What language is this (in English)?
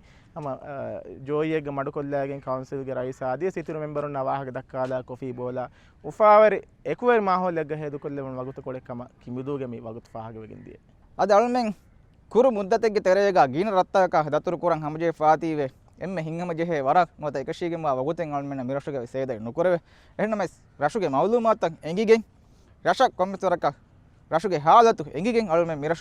Divehi